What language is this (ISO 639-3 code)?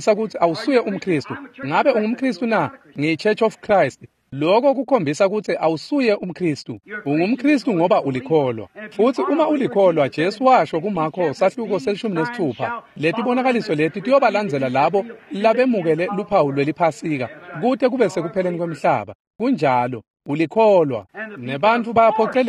ssw